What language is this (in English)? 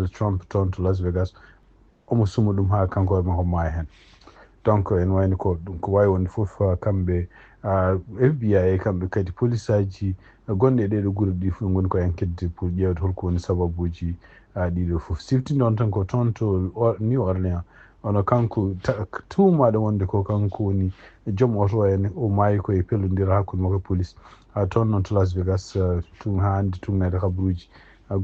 Fula